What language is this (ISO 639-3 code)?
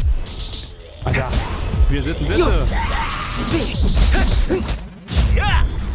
deu